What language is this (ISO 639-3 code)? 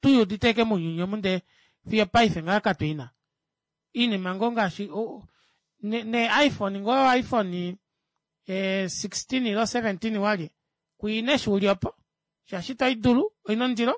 kua